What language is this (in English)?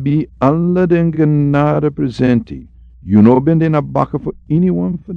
Sranan Tongo